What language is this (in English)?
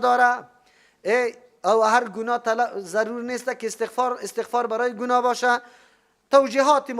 Persian